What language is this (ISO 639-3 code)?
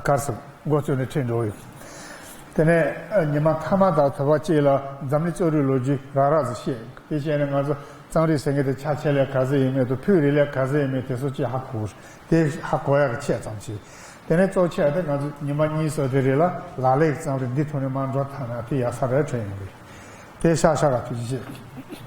bod